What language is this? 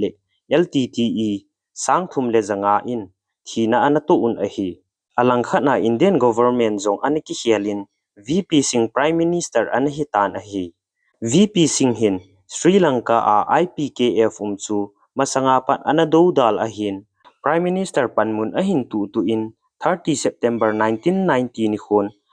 Thado Chin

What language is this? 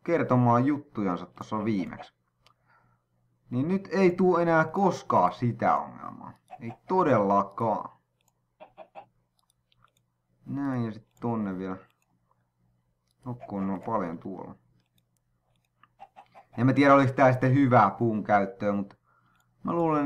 Finnish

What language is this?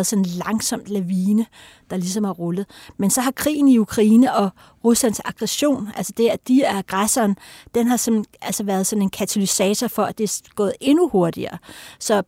Danish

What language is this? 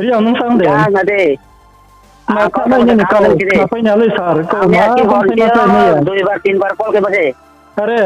Riang (India)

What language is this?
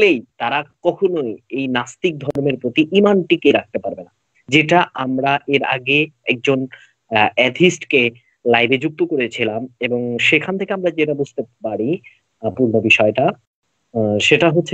Bangla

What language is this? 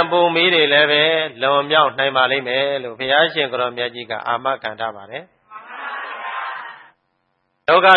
Burmese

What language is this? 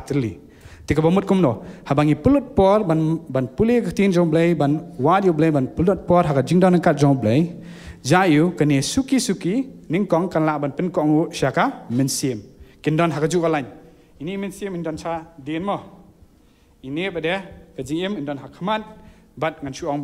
Khasi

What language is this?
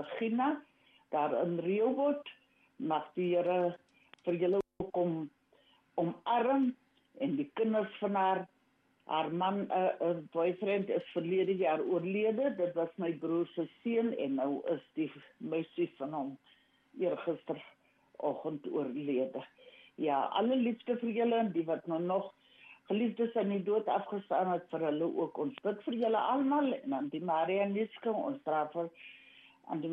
Afrikaans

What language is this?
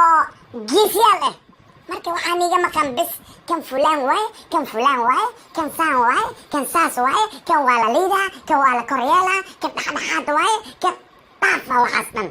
Somali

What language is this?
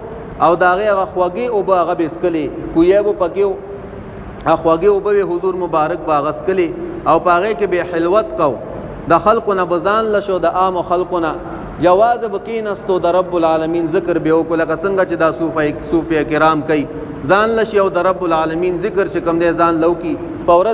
Pashto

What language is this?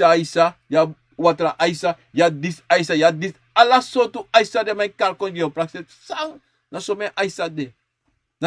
Sranan Tongo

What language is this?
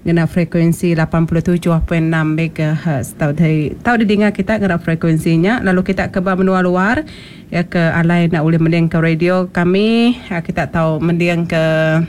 Iban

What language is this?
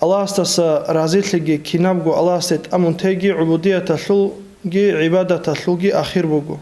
Avaric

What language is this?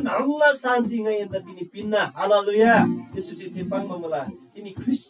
Eastern Tamang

